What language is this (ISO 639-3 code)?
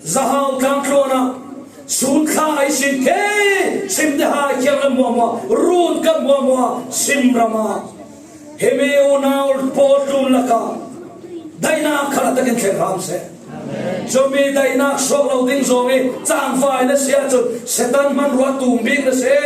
cfm